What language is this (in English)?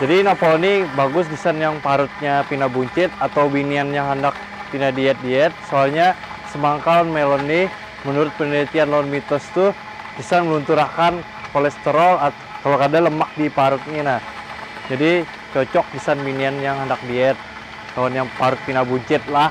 Banjar